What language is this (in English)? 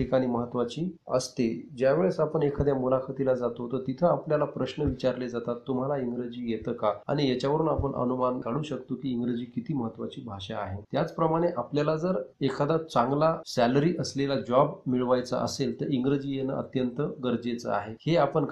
Marathi